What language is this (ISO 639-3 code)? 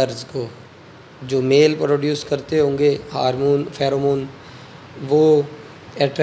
hin